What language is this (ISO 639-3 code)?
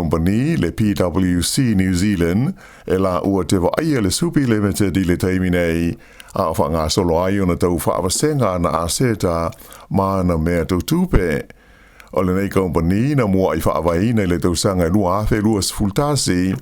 smo